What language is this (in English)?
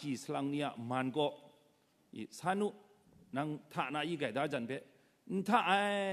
Kachin